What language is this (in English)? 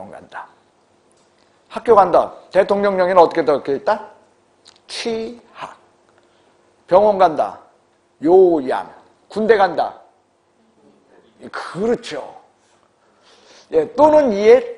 Korean